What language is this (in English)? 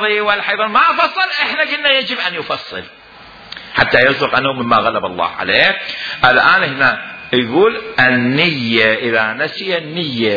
Mesopotamian Arabic